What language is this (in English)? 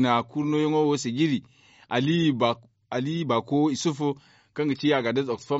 Zarma